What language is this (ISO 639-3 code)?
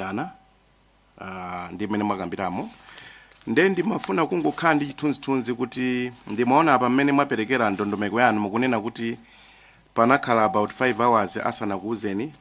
nya